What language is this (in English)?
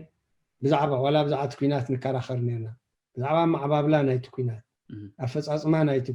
Tigrinya